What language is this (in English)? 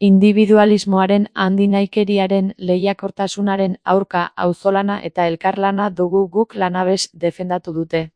Basque